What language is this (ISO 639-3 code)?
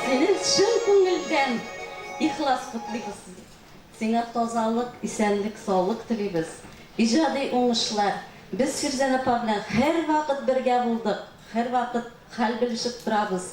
tat